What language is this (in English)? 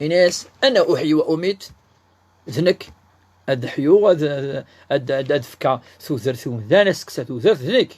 Kabyle